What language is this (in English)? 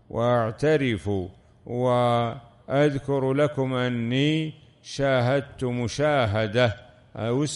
Arabic